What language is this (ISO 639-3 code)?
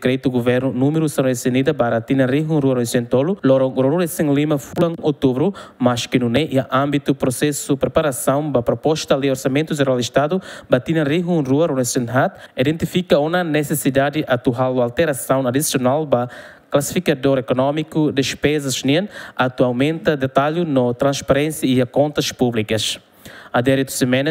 tet